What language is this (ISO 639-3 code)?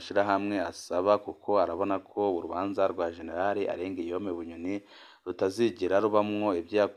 run